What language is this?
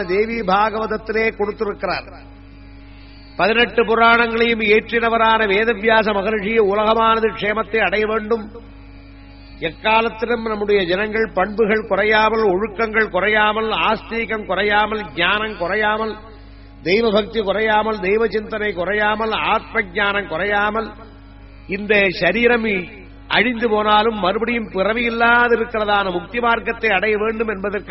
Tamil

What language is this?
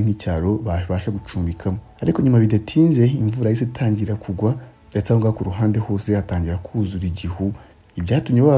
Kinyarwanda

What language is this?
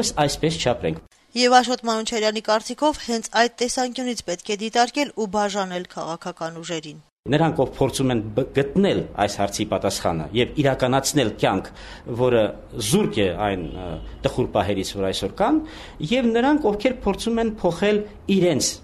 Armenian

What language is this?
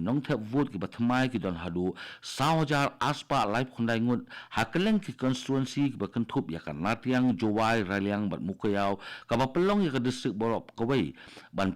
Khasi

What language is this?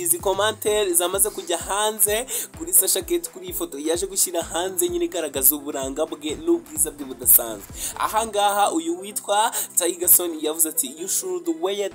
Kinyarwanda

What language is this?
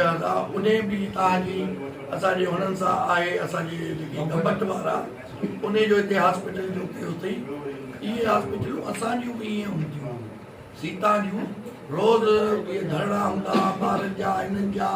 Sindhi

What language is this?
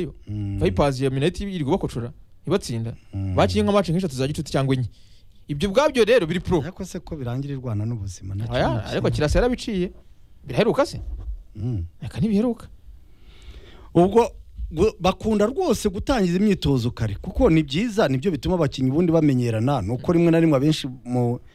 Kinyarwanda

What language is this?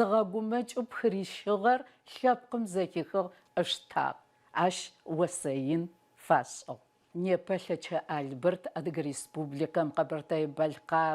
Adyghe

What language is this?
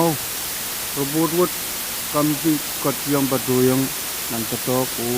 Pohnpeian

